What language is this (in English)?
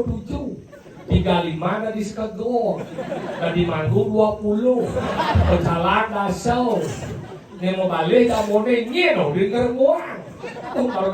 Balinese